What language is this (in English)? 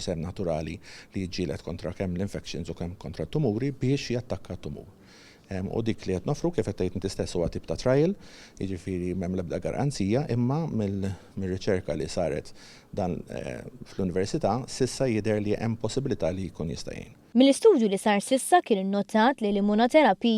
Maltese